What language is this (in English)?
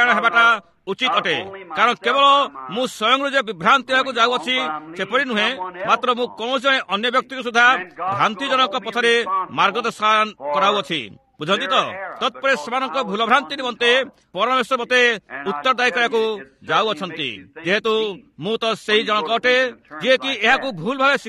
Odia